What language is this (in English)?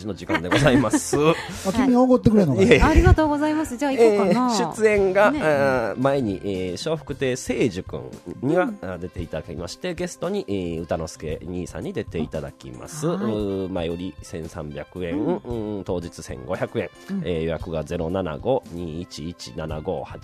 Japanese